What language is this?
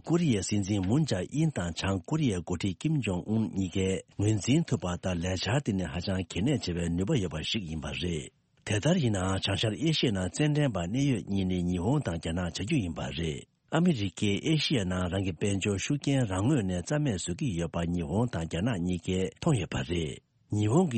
Tibetan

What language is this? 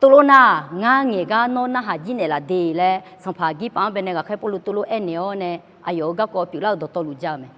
Akha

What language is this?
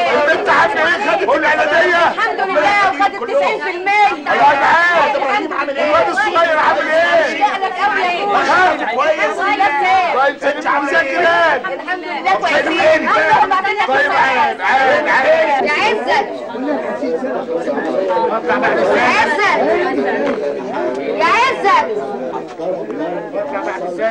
Egyptian Arabic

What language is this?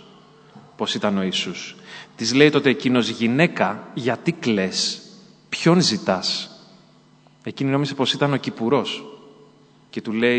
Greek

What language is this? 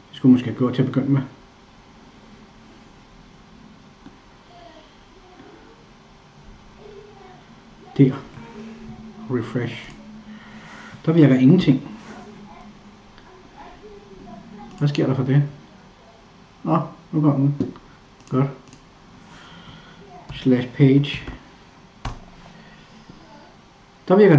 Danish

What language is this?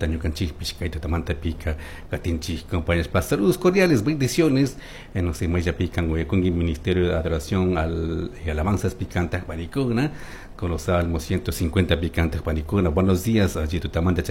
Chimborazo Highland Quichua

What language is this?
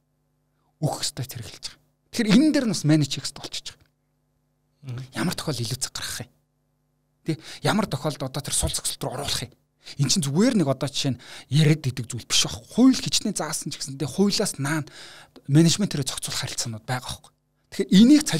Mongolian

